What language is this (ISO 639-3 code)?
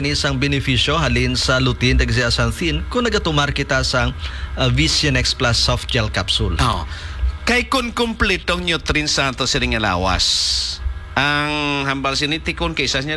hil